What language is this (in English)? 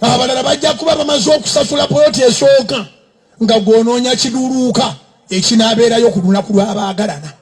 Ganda